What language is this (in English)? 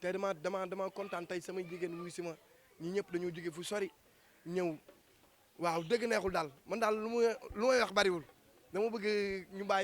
Wolof